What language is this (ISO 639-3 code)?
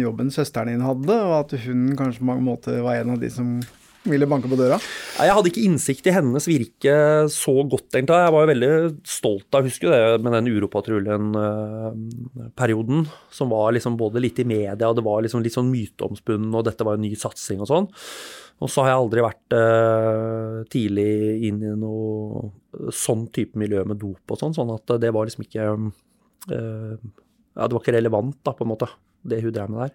nor